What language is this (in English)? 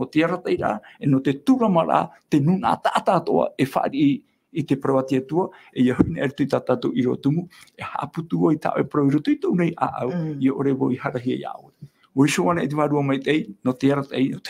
Tahitian